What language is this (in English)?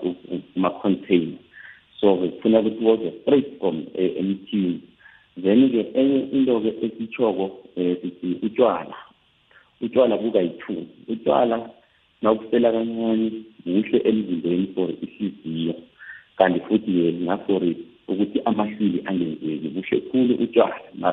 South Ndebele